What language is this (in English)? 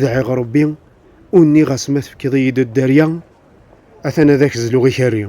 Kabyle